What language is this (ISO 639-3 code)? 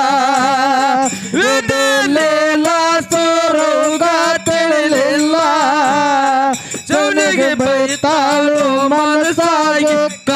kan